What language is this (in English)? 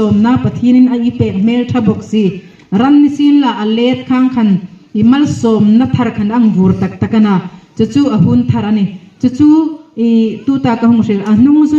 Hmar